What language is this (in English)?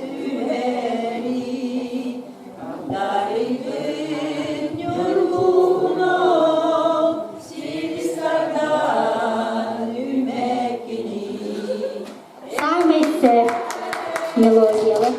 Yakut